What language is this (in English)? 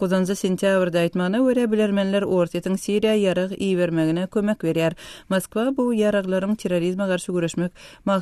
Turkmen